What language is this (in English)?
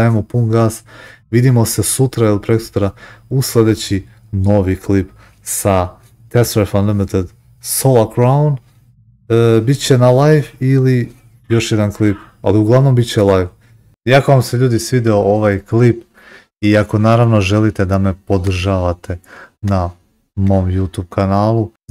Serbian